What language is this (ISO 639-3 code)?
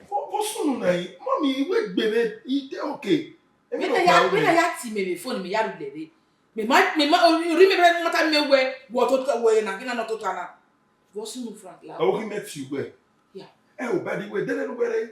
bin